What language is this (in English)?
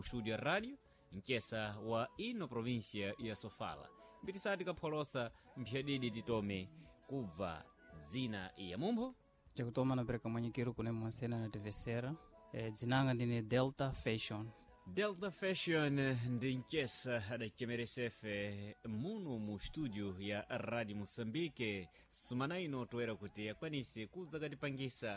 Sena